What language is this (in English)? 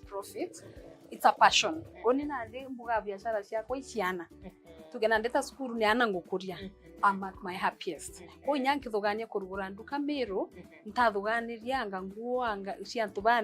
Meru